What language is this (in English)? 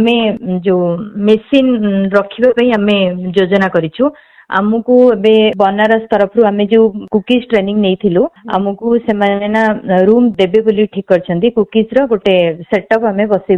Odia